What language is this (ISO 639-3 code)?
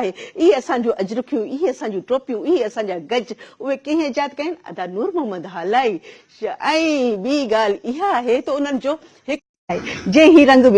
snd